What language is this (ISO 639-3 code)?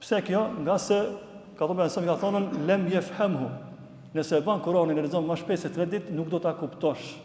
sqi